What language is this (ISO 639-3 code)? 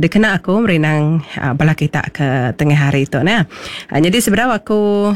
iba